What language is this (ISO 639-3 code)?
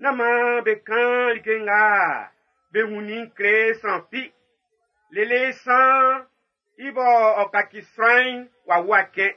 bci